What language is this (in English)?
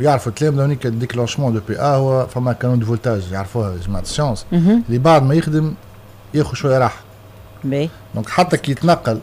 Tunisian Arabic